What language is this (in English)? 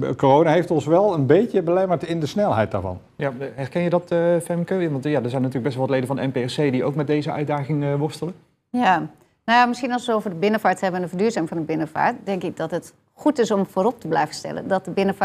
Dutch